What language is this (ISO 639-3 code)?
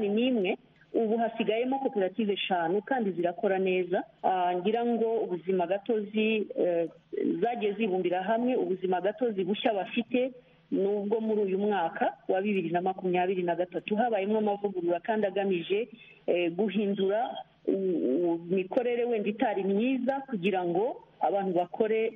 kin